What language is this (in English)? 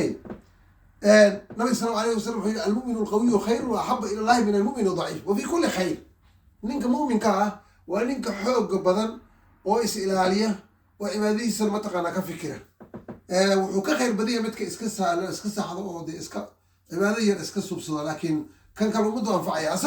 Somali